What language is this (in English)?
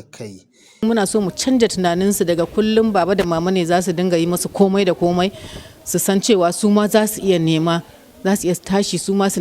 Hausa